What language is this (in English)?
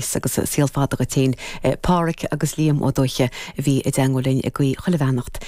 Irish